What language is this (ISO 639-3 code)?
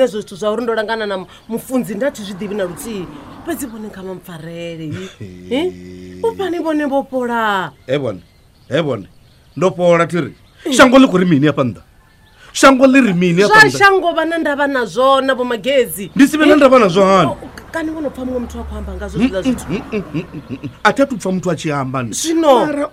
ven